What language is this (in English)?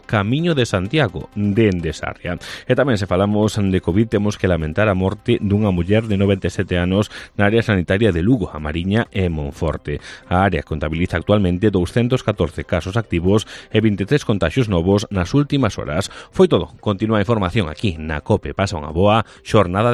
Galician